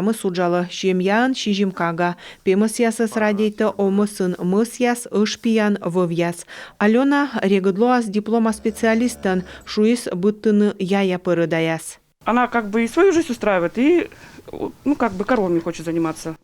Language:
Komi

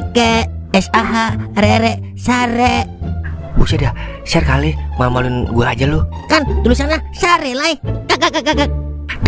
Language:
Betawi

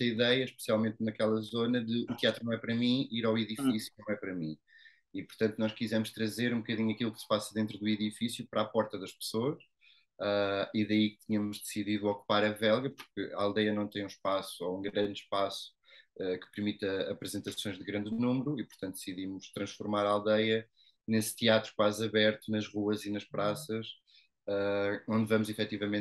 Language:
Portuguese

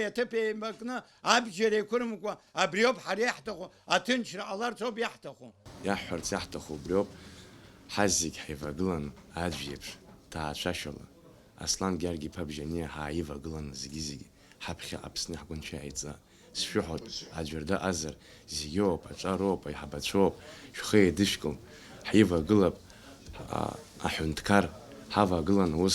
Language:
Abkhazian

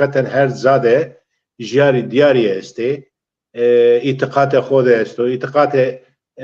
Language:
Zaza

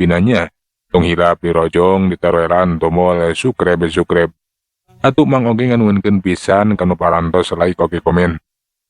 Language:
Sundanese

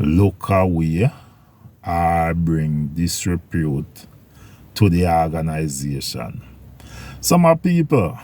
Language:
Jamaican Creole English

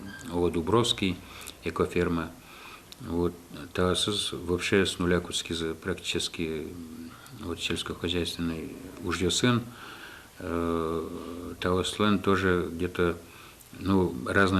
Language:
Udmurt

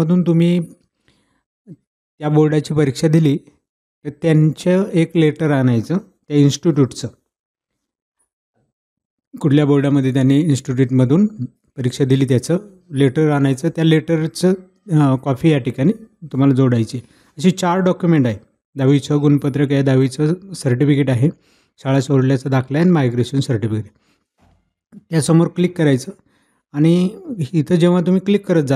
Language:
Marathi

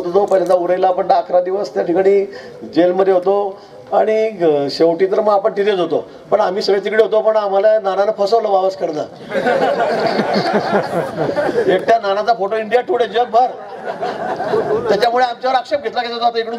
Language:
Marathi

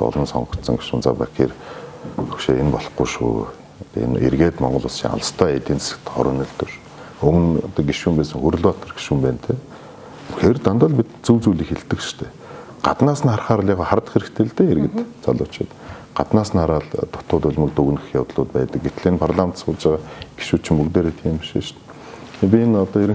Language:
Mongolian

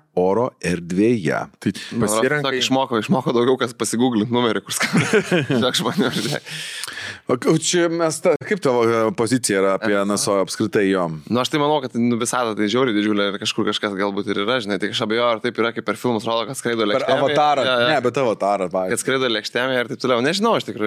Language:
Lithuanian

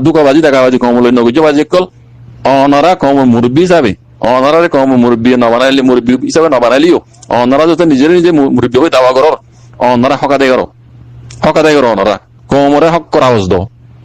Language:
Rohingya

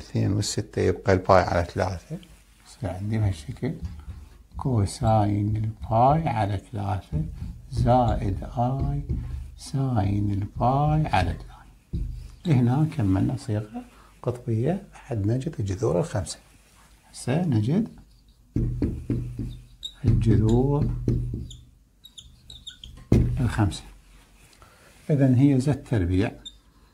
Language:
Mesopotamian Arabic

